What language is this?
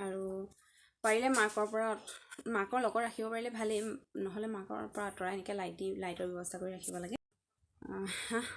Assamese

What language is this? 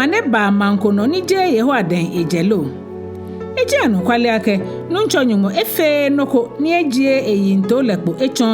Ga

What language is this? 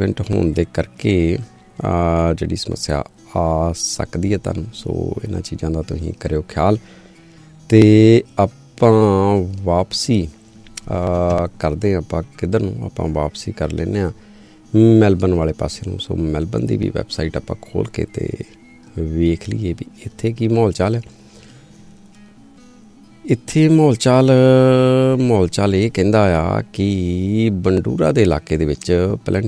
Punjabi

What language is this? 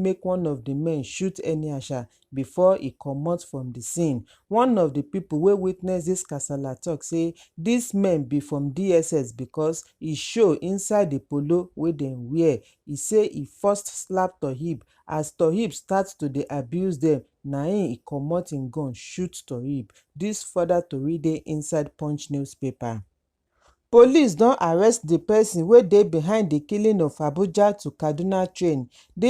Nigerian Pidgin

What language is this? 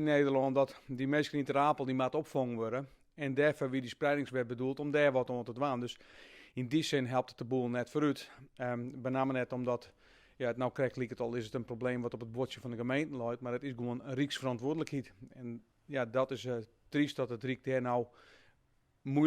Western Frisian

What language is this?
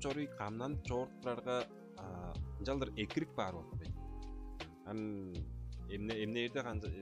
Tuvinian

